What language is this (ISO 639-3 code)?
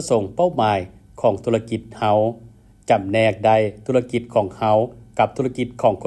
lao